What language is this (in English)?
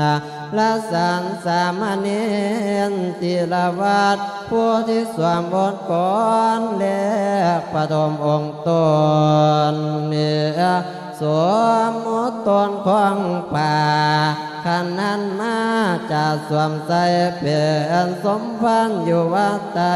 Lao